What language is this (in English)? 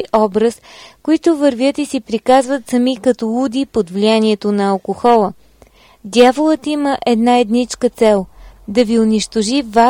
Bulgarian